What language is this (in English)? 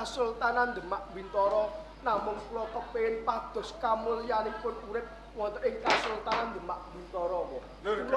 Javanese